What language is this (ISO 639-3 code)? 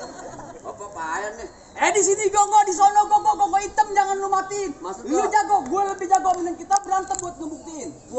bew